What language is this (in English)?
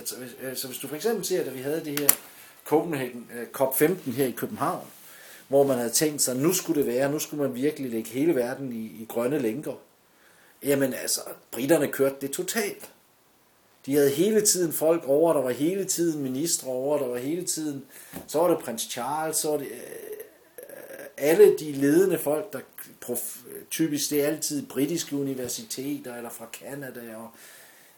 Danish